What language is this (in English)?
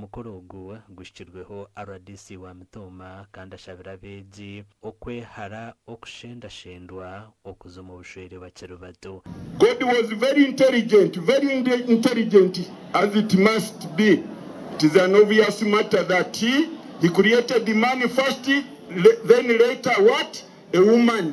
Nyankole